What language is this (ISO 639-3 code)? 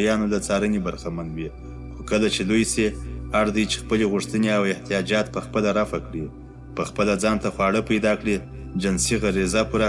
pus